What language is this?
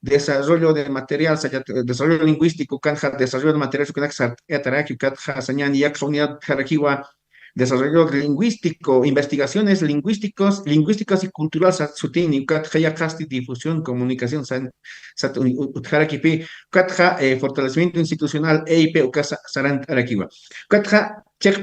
Aymara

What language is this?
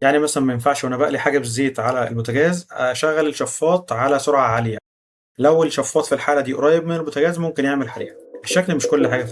Egyptian Arabic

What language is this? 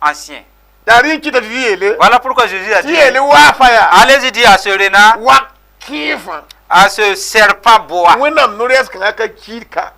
Mossi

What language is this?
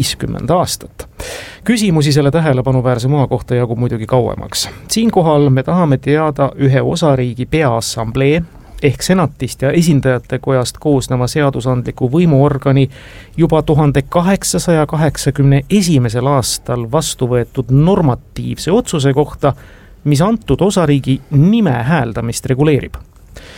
Estonian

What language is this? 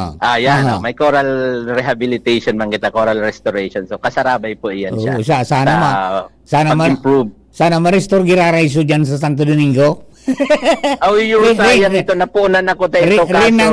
Bikol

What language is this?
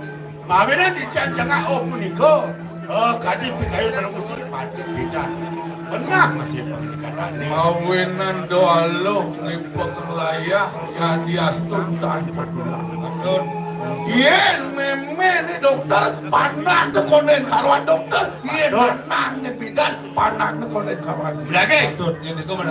Balinese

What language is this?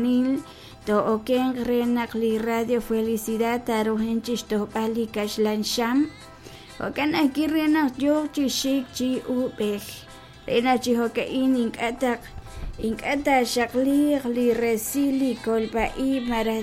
Kekchí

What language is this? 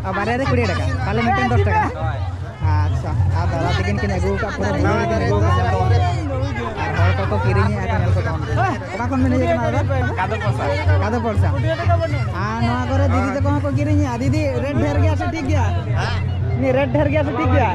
Santali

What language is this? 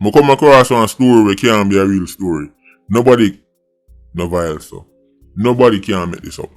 Jamaican Creole English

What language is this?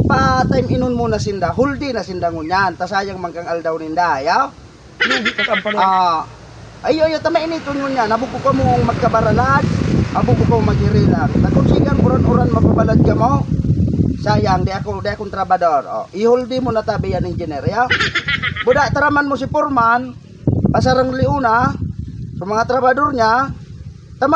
Bikol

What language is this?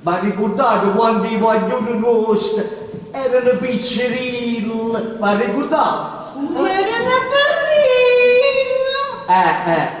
Neapolitan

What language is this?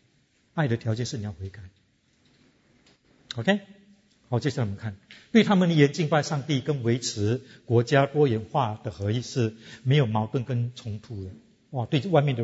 Chinese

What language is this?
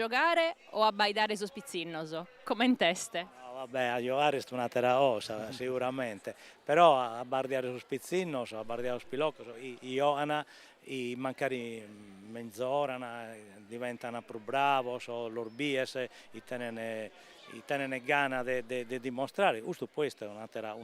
Sardinian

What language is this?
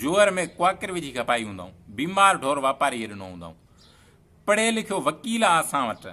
Sindhi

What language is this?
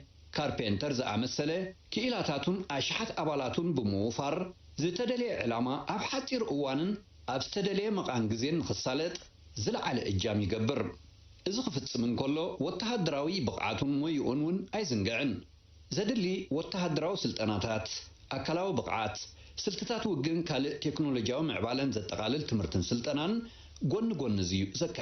Tigrinya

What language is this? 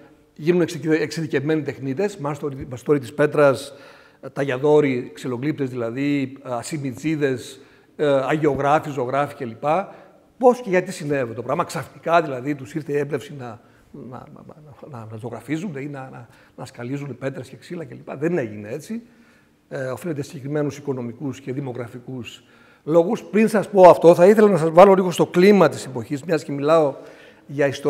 Greek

